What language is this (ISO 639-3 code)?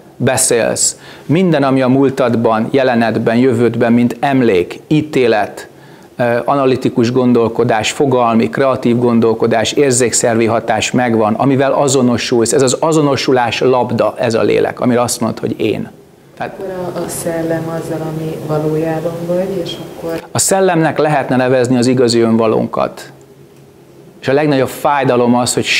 hun